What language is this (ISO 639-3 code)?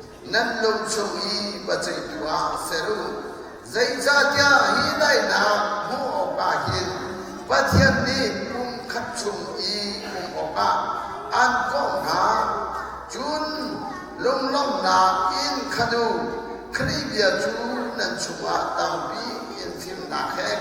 cnh